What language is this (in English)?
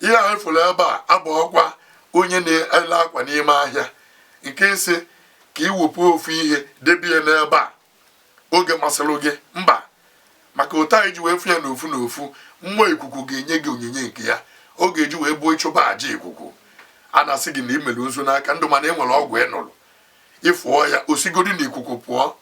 Igbo